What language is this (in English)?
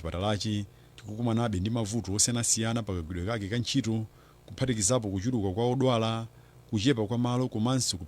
Nyanja